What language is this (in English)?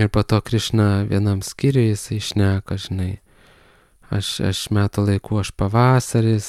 Lithuanian